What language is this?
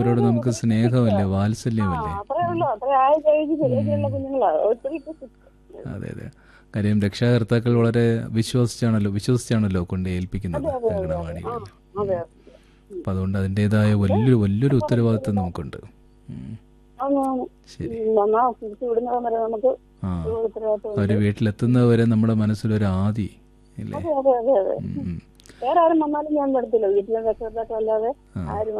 Malayalam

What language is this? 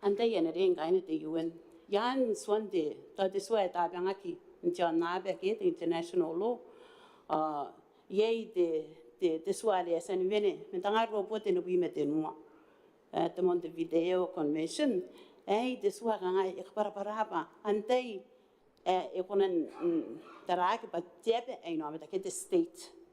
Gilbertese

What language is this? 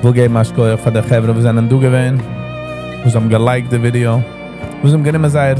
Yiddish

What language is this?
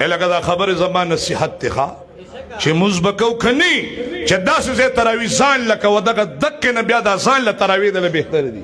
Pashto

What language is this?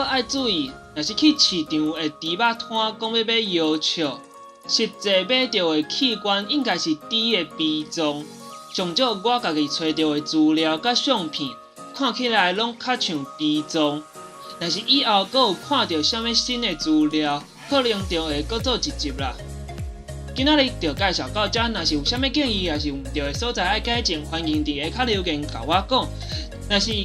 Min Nan Chinese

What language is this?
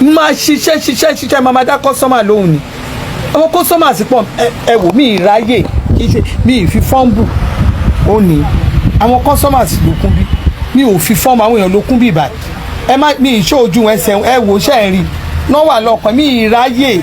Yoruba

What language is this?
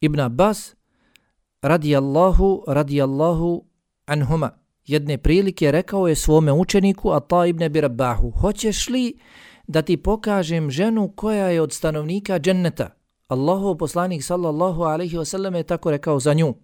Bosnian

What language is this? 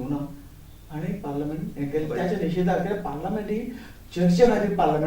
Konkani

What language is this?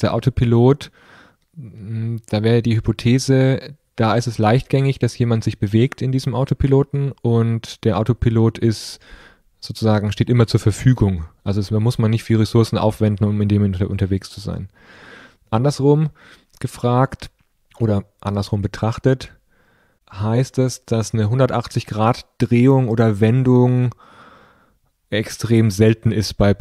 German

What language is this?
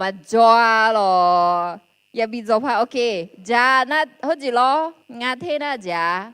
Akha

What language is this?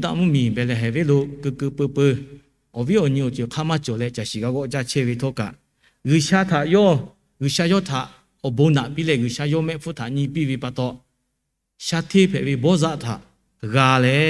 Lahu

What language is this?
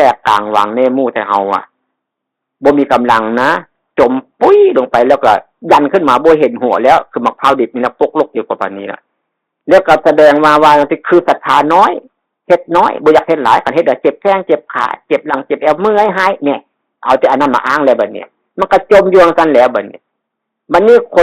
Northeastern Thai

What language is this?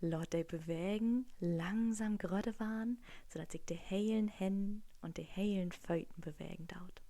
Low German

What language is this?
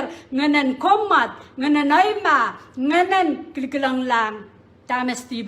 Pohnpeian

